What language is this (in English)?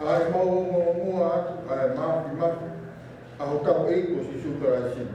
Tongan